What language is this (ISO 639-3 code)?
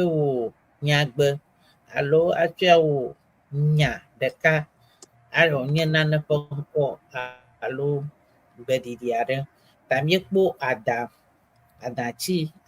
ewe